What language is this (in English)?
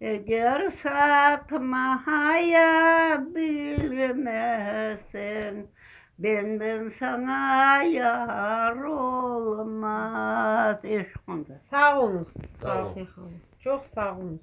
Crimean Tatar